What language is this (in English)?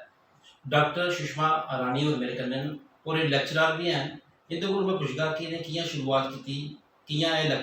Dogri